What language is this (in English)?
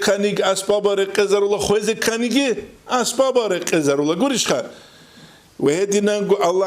Avaric